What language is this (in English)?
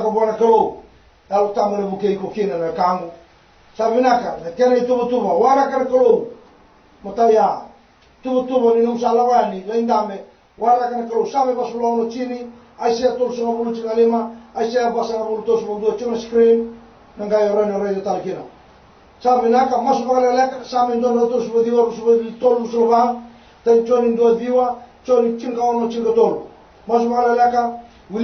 Fijian